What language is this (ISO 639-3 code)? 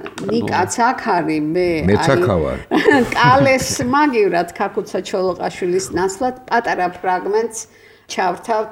kat